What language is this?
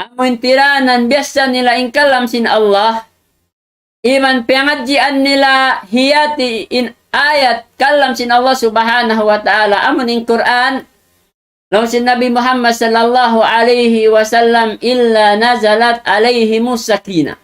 Tausug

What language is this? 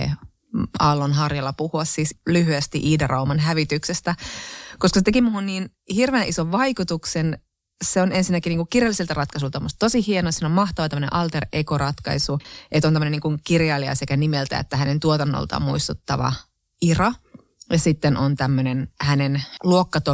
Finnish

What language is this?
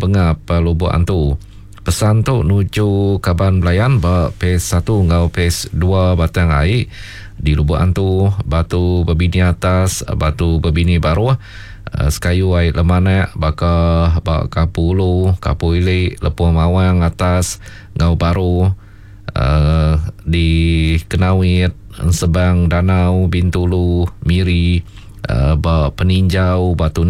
Iban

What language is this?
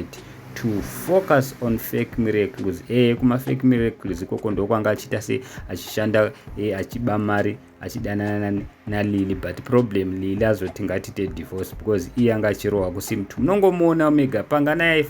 Shona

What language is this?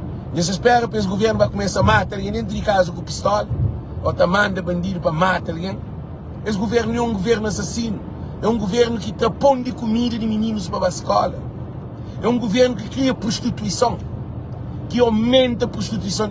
Kabuverdianu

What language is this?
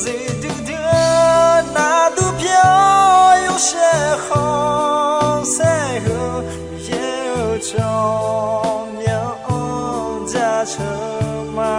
Akha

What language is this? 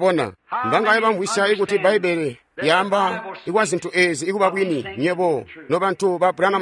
Tonga (Zambia)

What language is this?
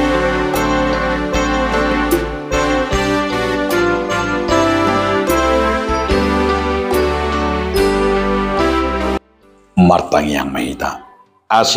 Batak Toba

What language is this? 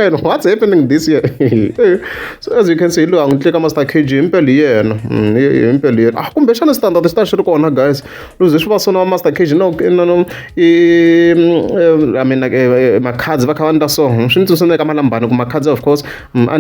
Tsonga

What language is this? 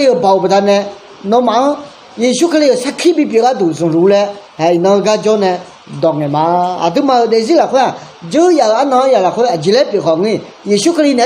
Akha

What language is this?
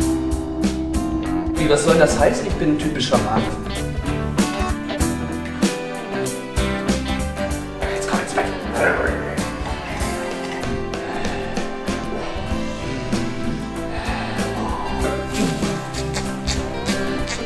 German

